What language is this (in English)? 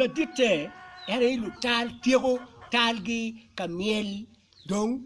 Acoli